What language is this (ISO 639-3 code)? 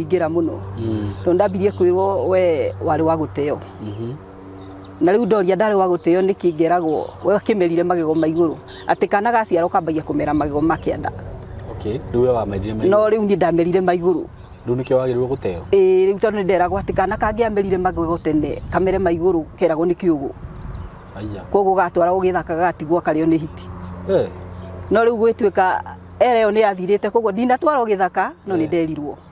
kik